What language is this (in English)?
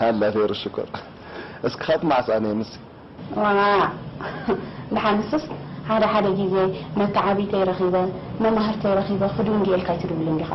Tigrinya